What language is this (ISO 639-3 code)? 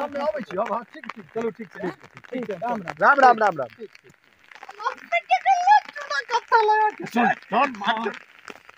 mai